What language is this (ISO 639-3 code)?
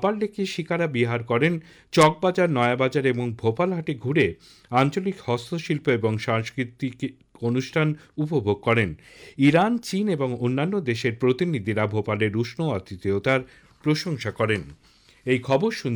ben